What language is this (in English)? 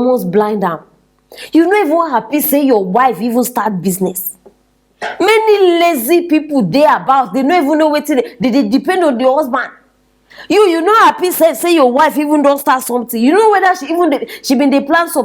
Nigerian Pidgin